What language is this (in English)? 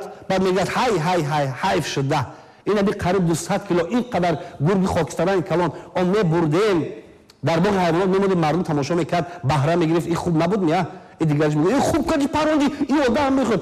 Tajik